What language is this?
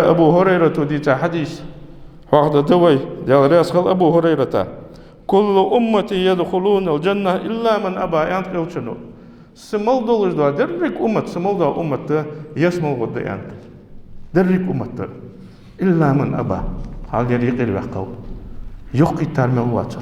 Ingush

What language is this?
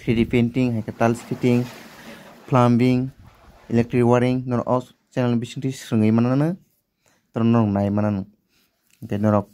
Kok Borok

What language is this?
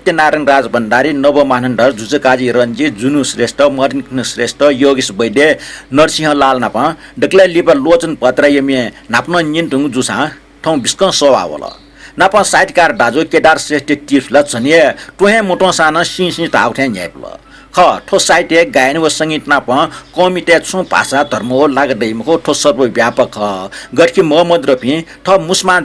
Newari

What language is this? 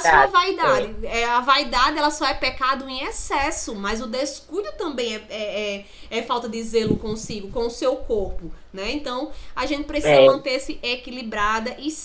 Portuguese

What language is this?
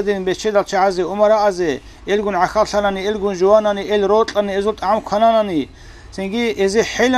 Avaric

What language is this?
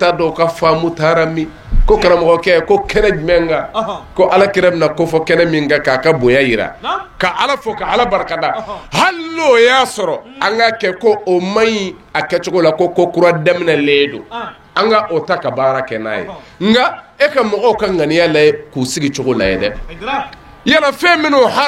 Bambara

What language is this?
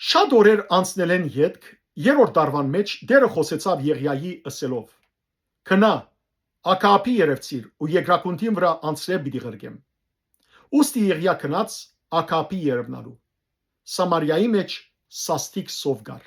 Western Armenian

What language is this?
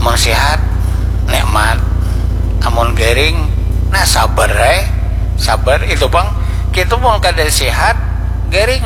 Banjar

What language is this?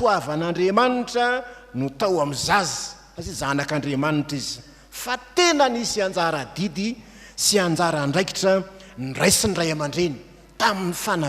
Malagasy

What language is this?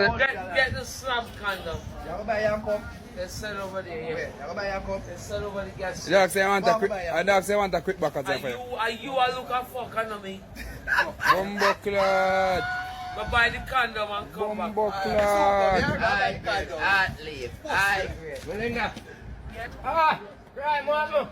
Jamaican Creole English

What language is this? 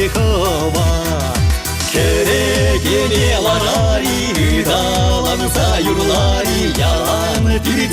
Chuvash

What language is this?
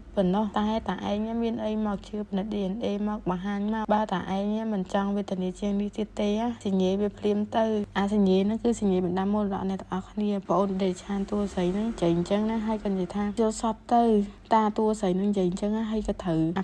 Khmer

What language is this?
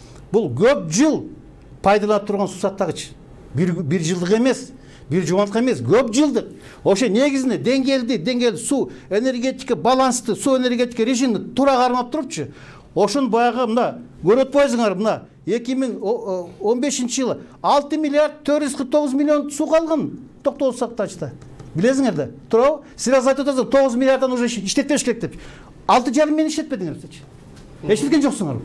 Kyrgyz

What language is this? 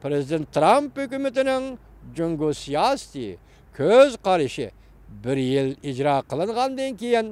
Uyghur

